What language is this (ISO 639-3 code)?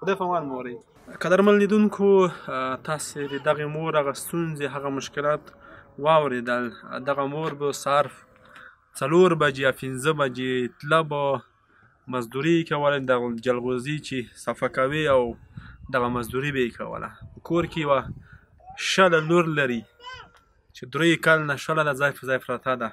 pus